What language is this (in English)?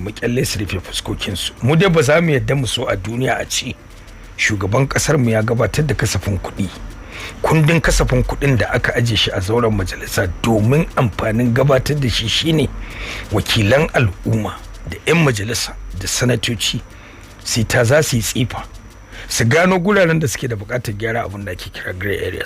Hausa